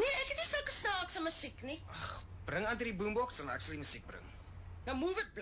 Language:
Afrikaans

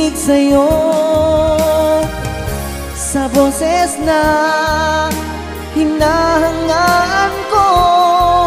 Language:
Filipino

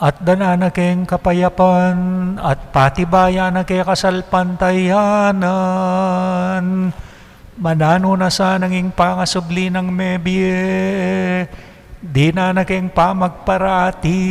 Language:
Pampanga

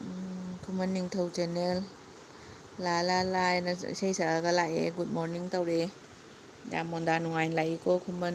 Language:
Manipuri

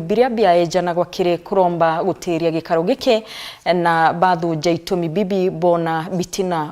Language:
Meru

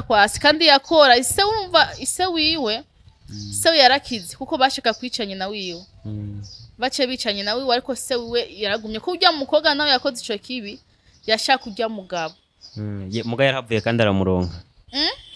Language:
Rundi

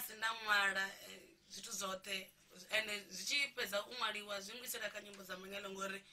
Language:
Venda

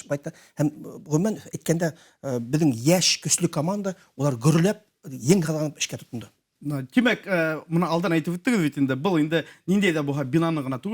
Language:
Bashkir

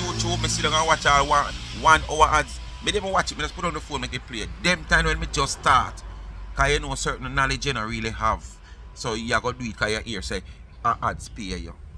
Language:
Jamaican Creole English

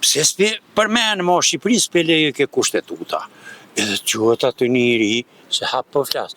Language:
Albanian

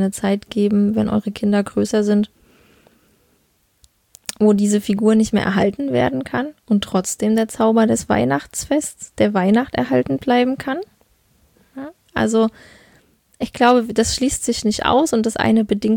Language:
German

